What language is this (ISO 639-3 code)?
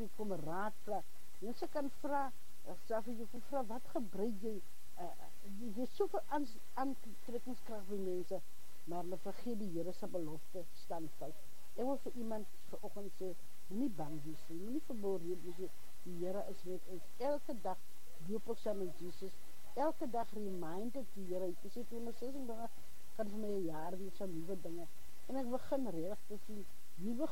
afr